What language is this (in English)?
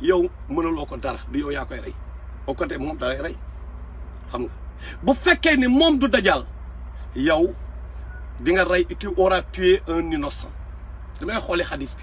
Wolof